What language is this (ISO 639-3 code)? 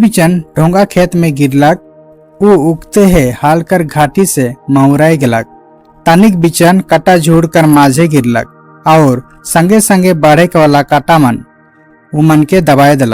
sck